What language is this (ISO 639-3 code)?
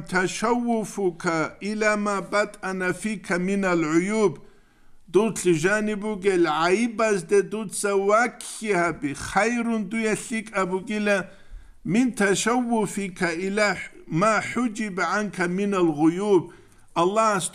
ava